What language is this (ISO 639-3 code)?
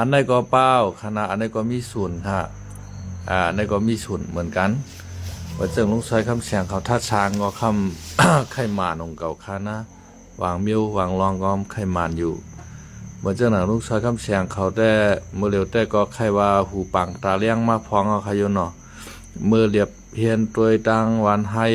shn